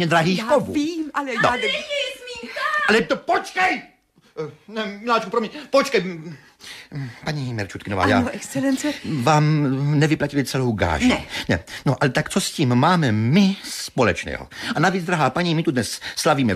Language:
Czech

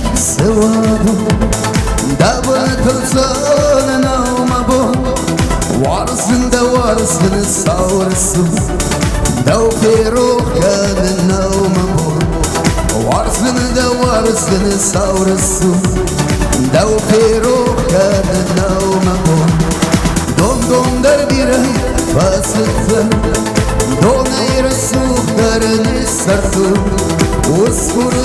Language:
Ossetic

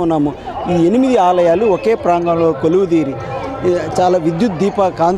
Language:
Telugu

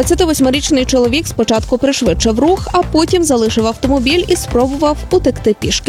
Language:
Ukrainian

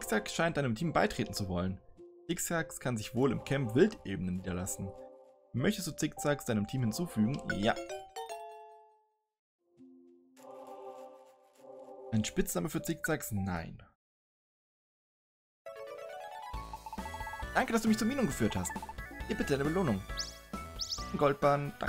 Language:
German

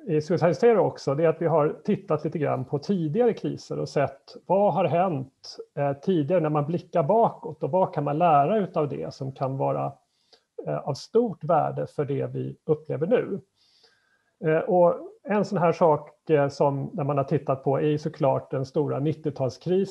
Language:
Swedish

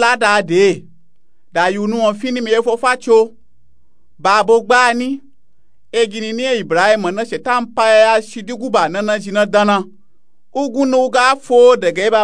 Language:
Nupe-Nupe-Tako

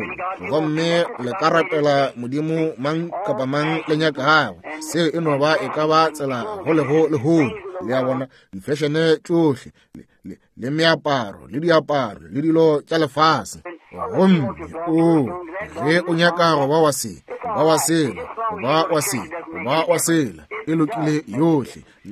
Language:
Northern Sotho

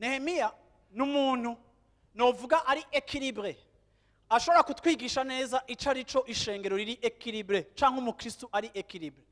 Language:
Rundi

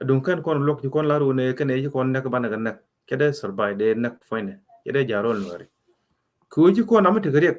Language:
Nuer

